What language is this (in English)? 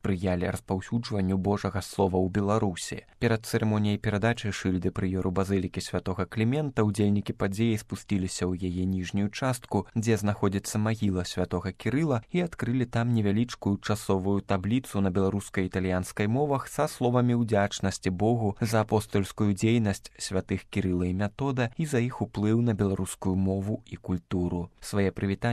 Belarusian